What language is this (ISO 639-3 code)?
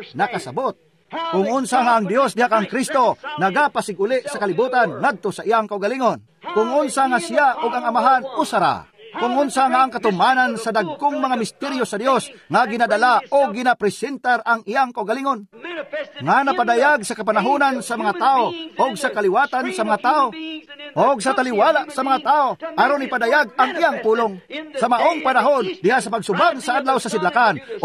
ceb